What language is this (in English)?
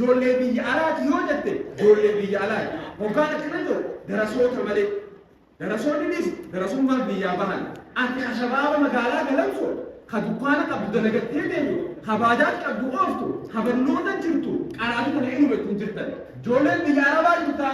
Oromo